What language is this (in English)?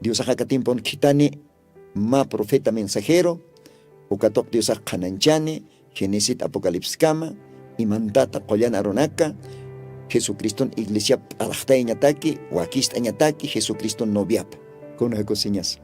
Aymara